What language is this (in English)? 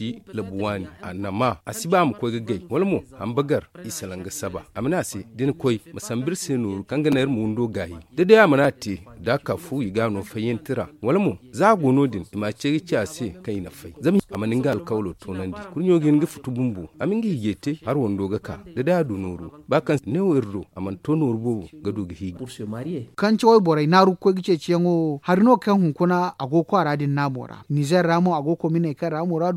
Zarma